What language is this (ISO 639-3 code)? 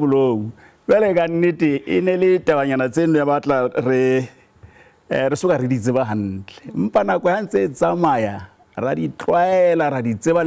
sot